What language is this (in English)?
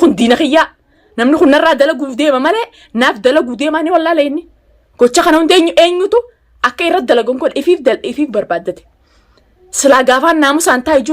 Oromo